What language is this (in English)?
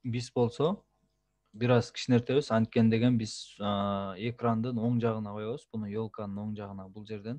Kyrgyz